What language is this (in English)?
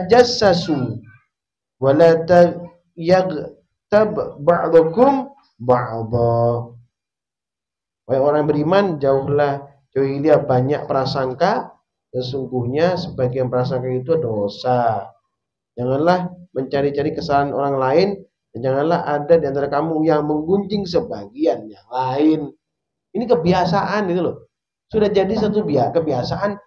Indonesian